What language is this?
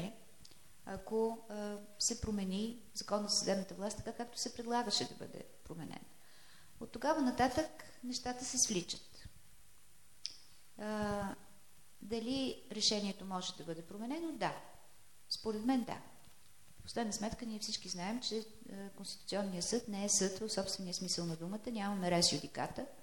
Bulgarian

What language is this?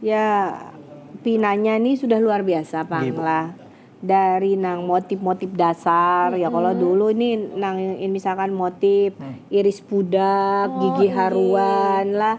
Banjar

